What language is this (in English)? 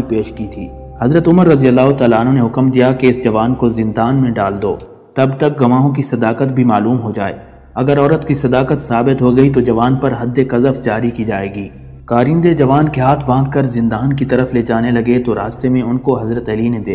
Urdu